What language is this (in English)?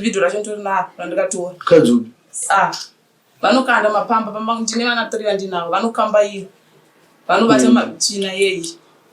Shona